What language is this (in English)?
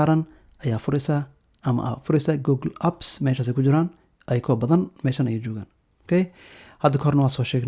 Somali